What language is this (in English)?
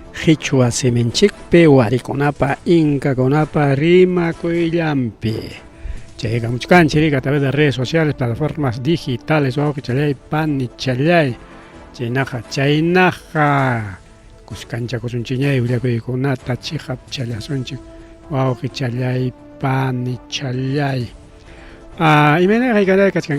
Ayacucho Quechua